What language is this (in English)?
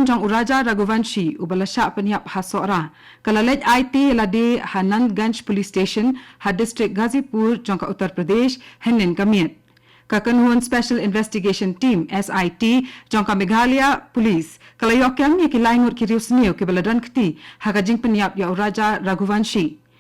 Khasi